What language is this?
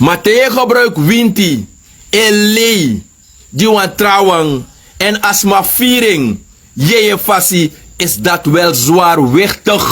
Sranan Tongo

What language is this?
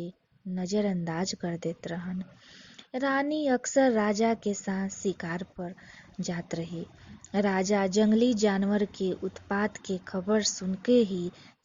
Bhojpuri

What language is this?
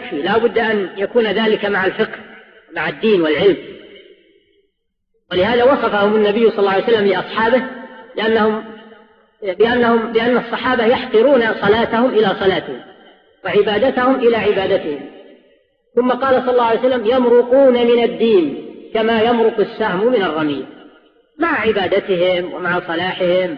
Arabic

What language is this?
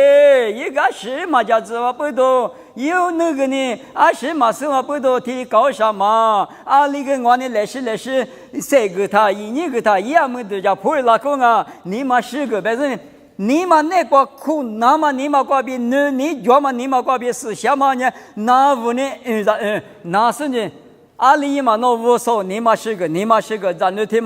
Lisu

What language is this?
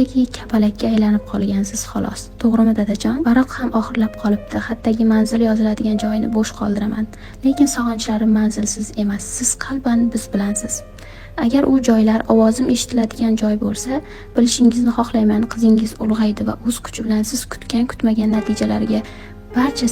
Uzbek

